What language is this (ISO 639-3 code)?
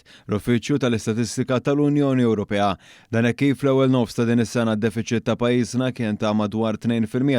mlt